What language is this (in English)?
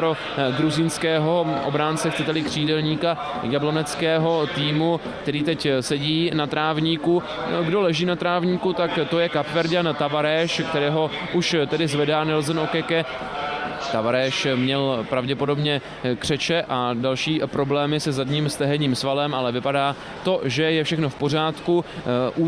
Czech